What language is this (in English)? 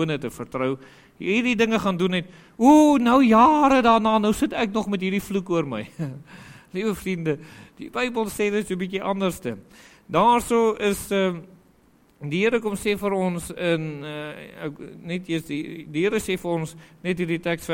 Afrikaans